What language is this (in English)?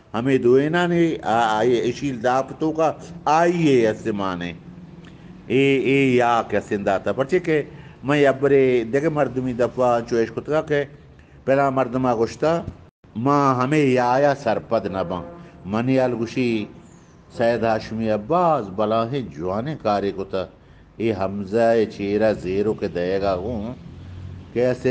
Eastern Balochi